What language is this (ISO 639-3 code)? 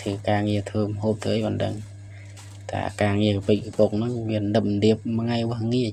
khm